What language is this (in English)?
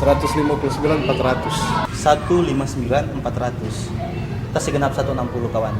Manado Malay